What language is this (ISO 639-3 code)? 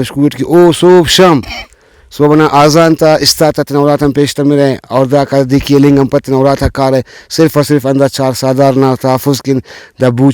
brh